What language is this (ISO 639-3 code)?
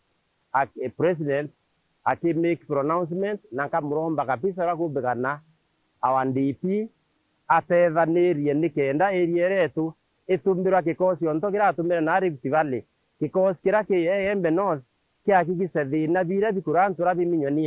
mer